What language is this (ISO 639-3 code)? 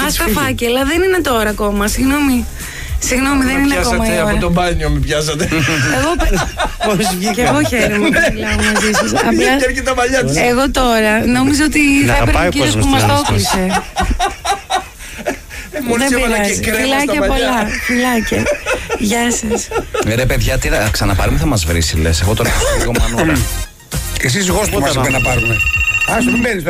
ell